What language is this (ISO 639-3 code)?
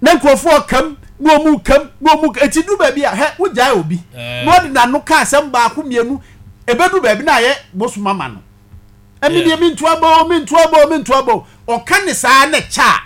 aka